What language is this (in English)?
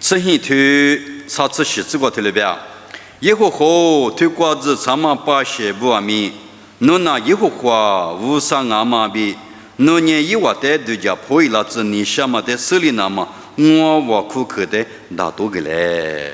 Lisu